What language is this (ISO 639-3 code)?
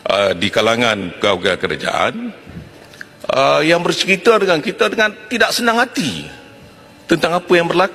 msa